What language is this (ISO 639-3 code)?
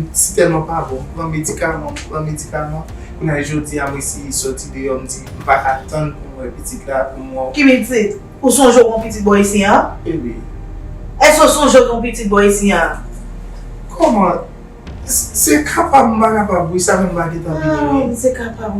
hat